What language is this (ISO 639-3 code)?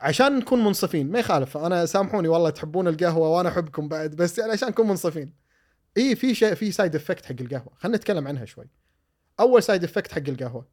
afb